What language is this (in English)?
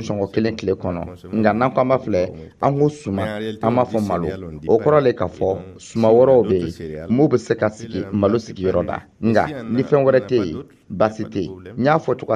Dyula